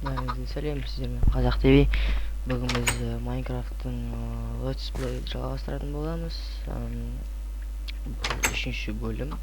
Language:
Kazakh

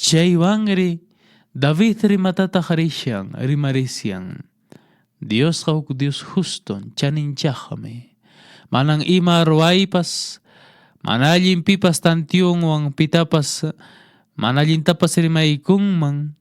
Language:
Quechua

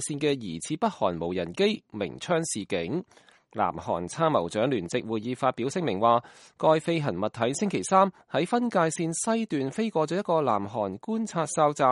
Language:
Cantonese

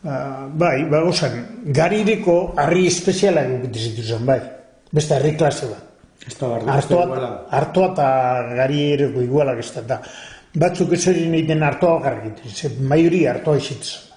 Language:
Basque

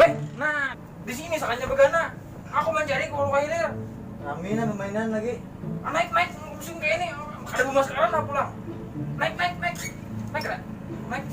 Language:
Banjar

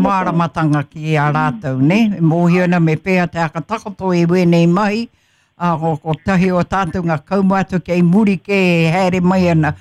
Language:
Māori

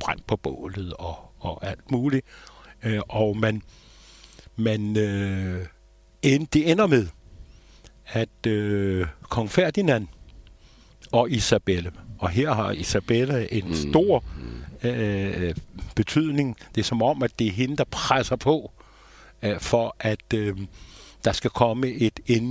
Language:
Danish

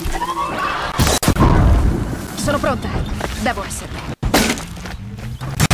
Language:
Italian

